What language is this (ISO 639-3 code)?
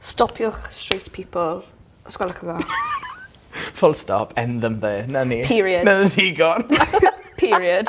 cym